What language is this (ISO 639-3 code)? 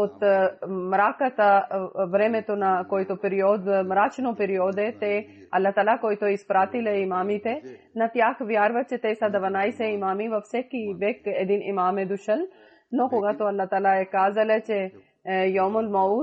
bul